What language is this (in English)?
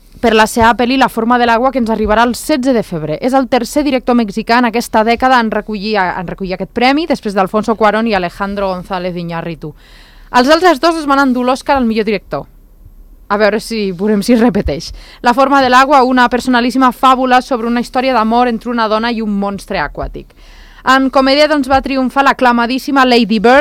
Catalan